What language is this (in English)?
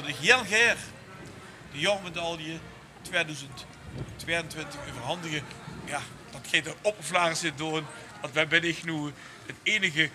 Limburgish